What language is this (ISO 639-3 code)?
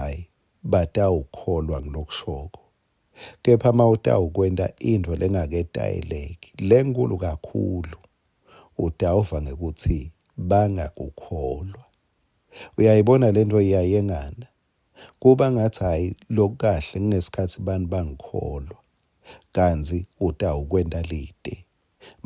ssw